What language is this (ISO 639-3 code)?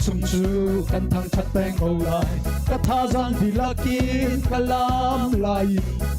cnh